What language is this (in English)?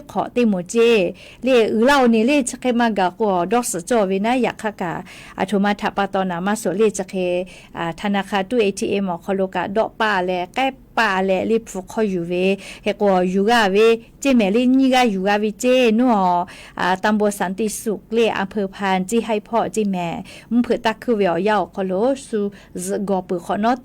Lahu